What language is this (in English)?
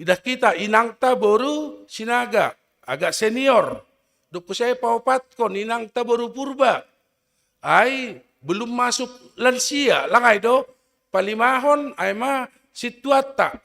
Batak Simalungun